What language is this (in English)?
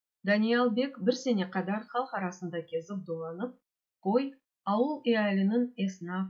Crimean Tatar